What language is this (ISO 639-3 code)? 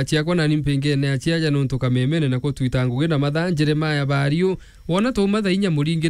mer